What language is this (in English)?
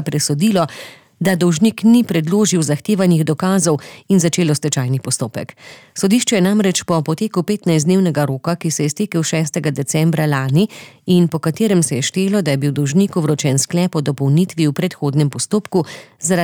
Slovenian